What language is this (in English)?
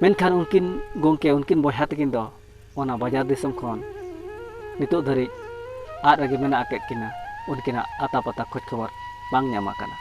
Santali